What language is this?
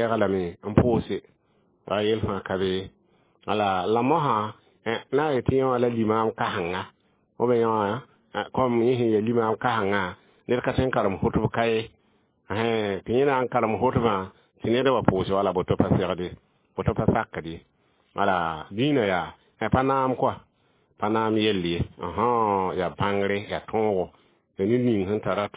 Mossi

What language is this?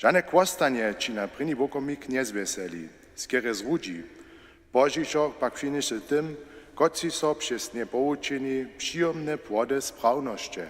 Upper Sorbian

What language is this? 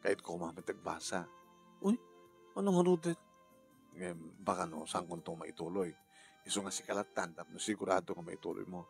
Iloko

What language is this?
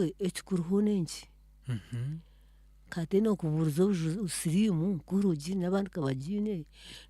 Nyankole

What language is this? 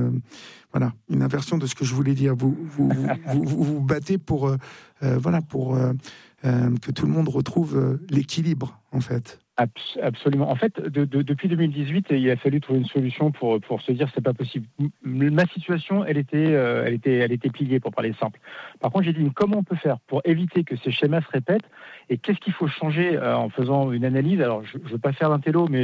French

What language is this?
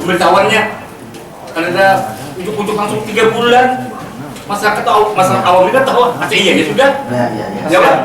Banjar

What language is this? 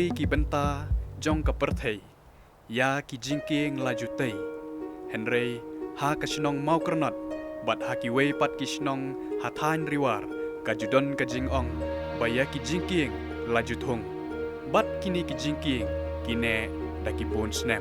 Khasi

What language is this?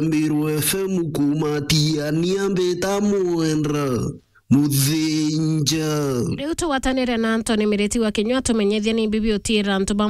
Meru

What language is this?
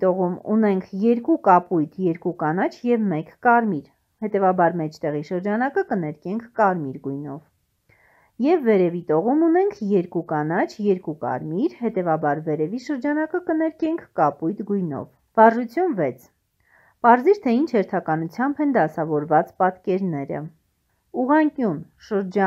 Armenian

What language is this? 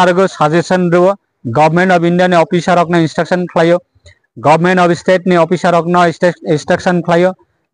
Kok Borok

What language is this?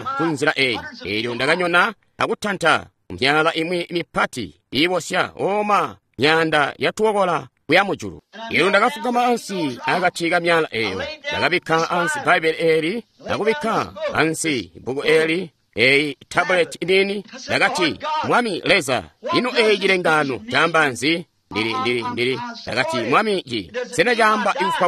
Tonga (Zambia)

